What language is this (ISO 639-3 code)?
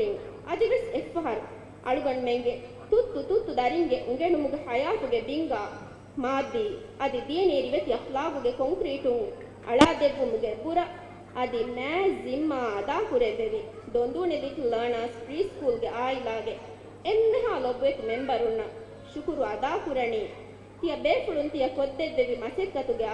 div